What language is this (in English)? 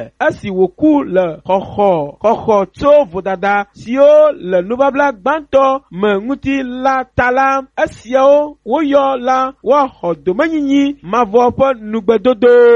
Ewe